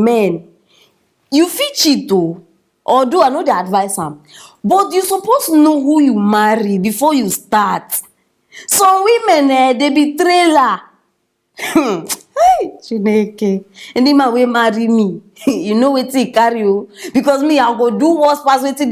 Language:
Nigerian Pidgin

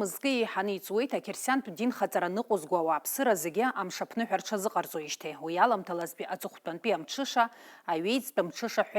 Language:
Abkhazian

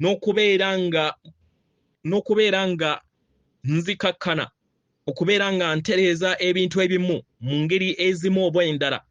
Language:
Ganda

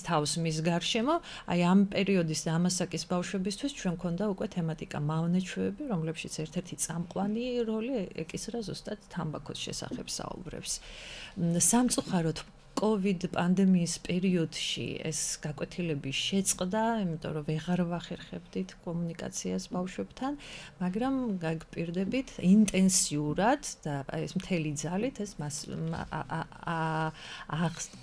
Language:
Georgian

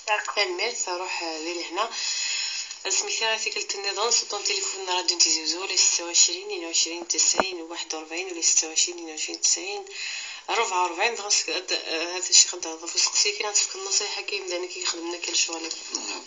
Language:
Kabyle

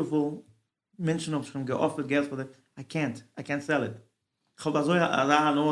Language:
Yiddish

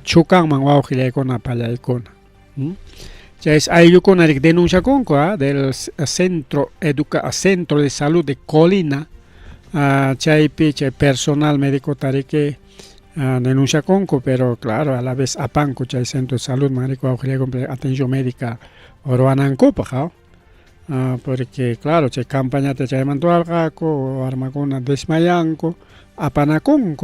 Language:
Ayacucho Quechua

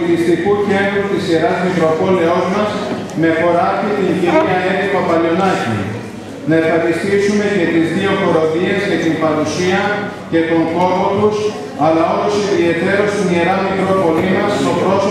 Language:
Greek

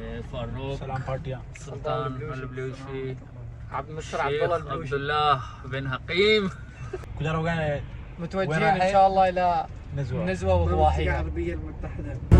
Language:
Baluchi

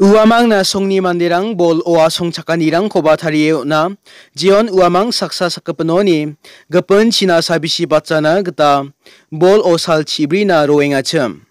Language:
Garo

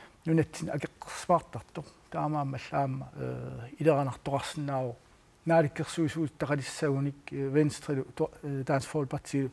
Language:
Kalaallisut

